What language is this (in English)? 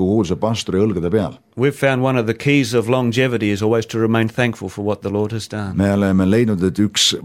Estonian